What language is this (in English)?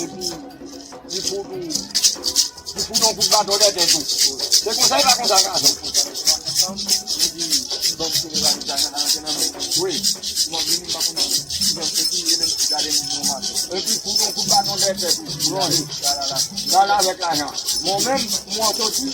Haitian Creole